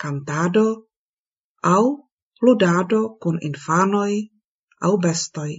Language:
Esperanto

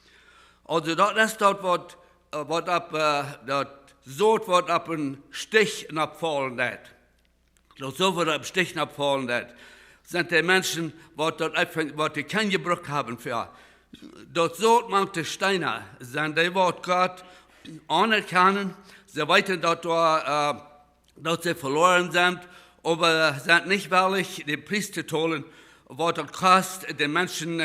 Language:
Plautdietsch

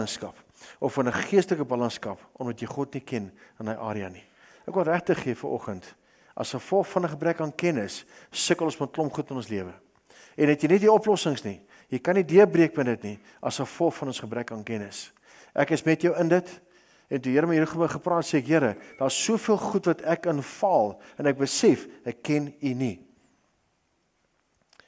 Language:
Afrikaans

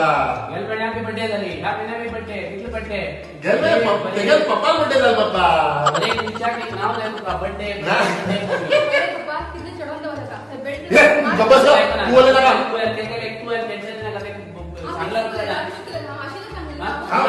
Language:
Konkani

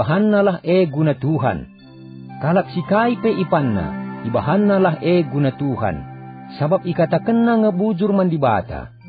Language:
Batak Karo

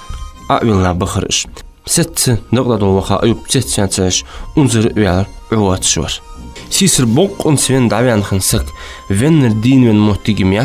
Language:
Ingush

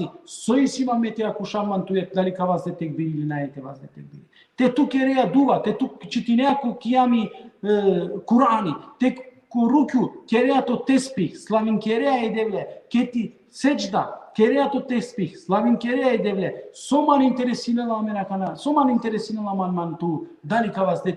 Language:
Balkan Romani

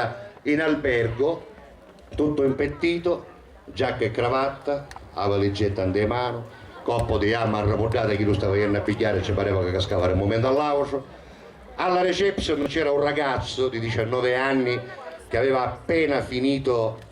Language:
Sicilian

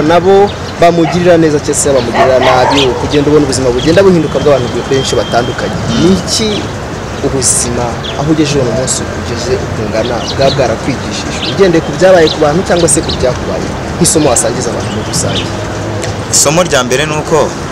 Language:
Kinyarwanda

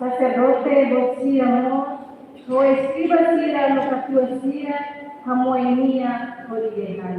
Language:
Tetum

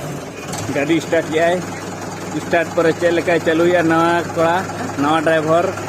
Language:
Santali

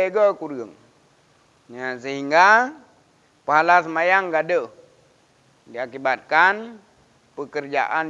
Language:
Achinese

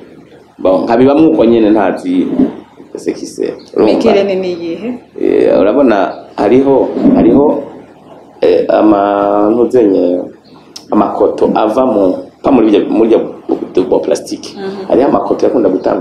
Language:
Rundi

